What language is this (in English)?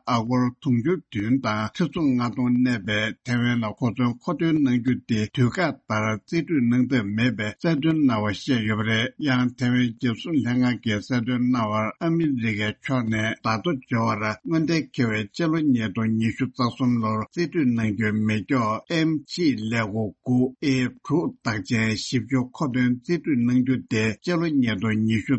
Tibetan